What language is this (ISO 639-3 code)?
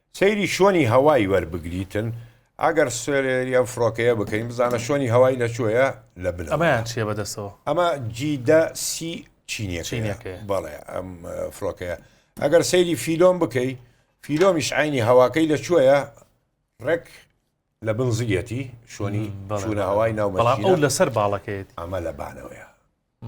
ckb